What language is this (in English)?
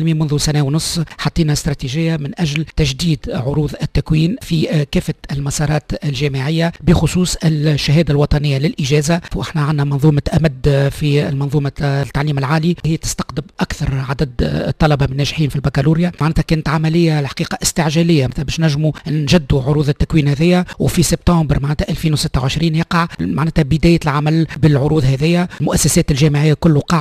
Tunisian Arabic